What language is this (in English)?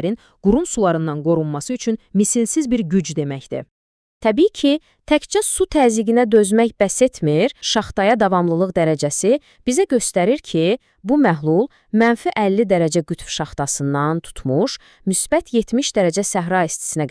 Azerbaijani